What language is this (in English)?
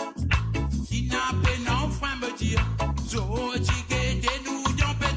Morisyen